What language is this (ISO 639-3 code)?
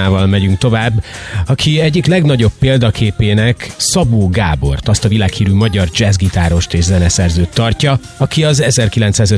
hun